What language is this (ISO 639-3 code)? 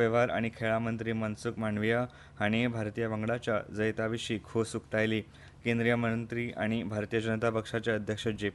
kok